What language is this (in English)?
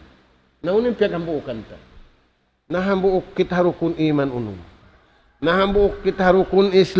Tausug